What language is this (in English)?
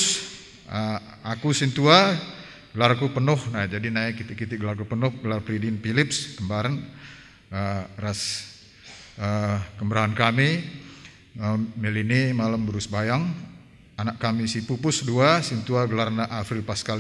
Batak Karo